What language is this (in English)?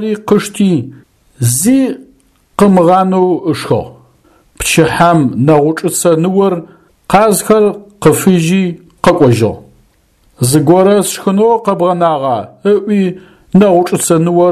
Adyghe